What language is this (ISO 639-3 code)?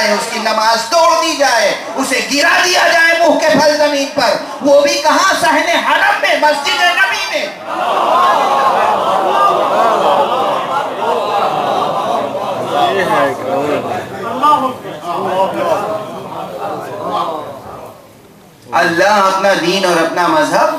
urd